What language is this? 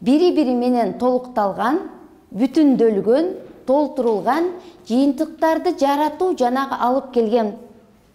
Kyrgyz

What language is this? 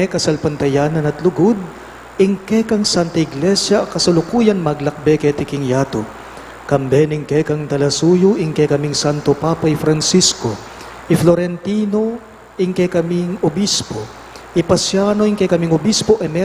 Pampanga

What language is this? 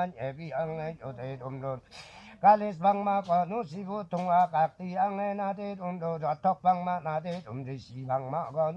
Limbu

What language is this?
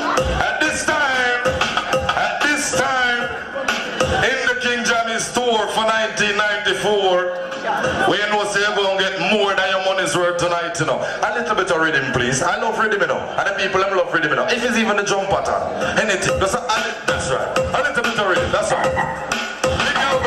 Jamaican Creole English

